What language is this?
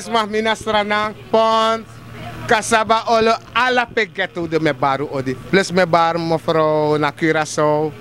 Sranan Tongo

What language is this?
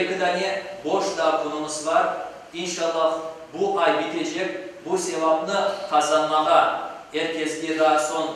Crimean Tatar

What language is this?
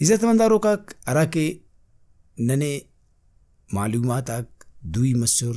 Brahui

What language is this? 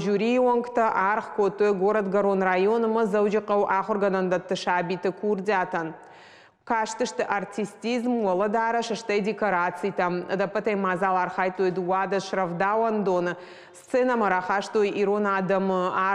Ossetic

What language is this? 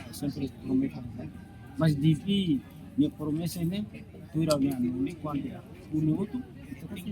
Tetum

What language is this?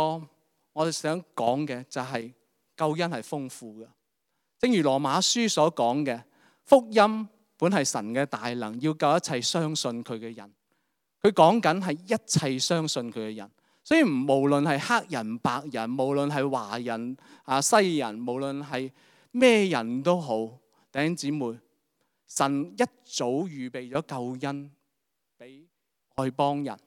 Cantonese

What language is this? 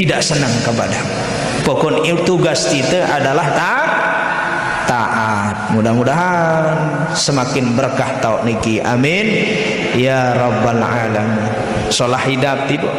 Sasak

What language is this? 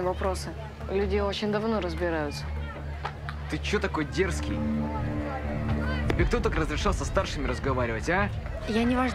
Russian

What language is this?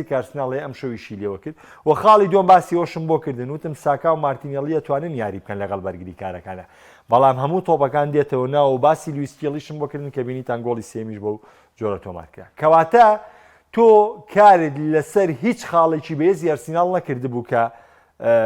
Central Kurdish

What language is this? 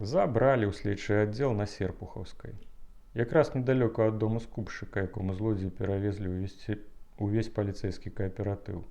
Belarusian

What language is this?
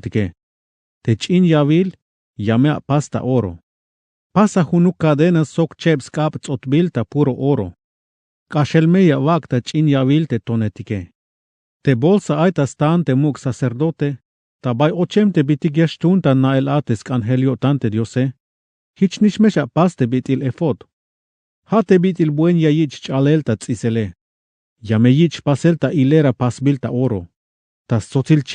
Tzeltal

